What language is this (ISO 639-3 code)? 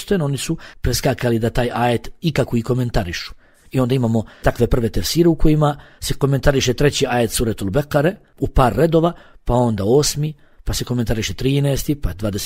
bos